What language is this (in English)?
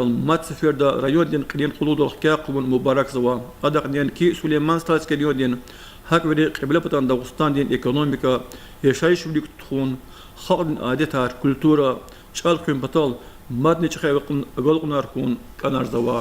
Lezghian